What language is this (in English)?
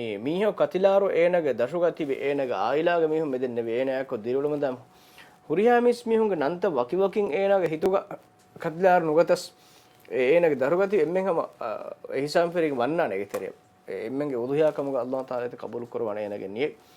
Divehi